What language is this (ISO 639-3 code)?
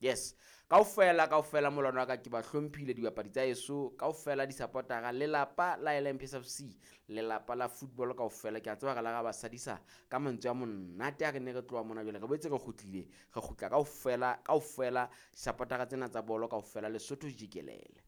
sot